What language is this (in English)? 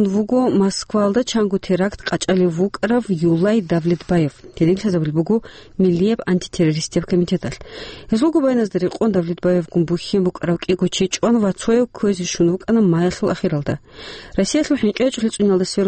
Avaric